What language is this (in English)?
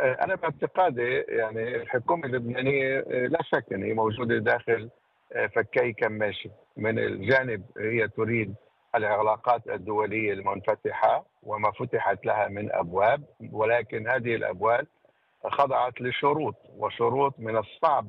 North Levantine Arabic